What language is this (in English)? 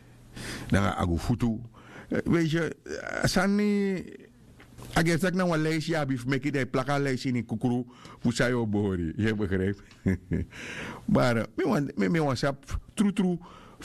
Sranan Tongo